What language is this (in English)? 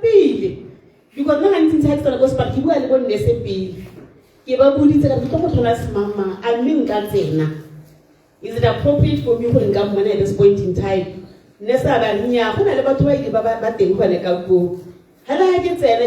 Tswana